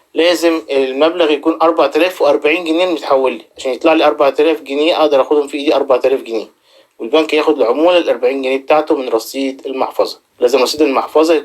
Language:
Egyptian Arabic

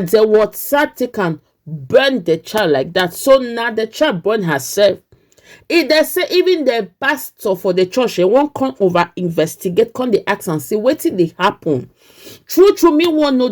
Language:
Nigerian Pidgin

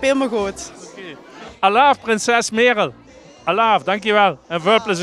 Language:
Limburgish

